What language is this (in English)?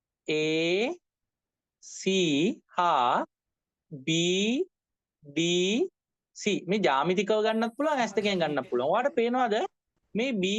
Sinhala